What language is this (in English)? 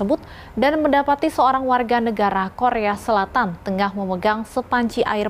Indonesian